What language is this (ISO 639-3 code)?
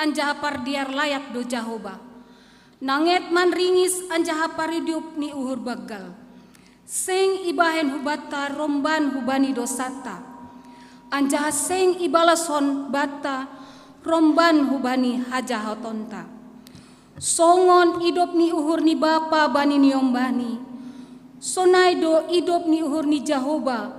bts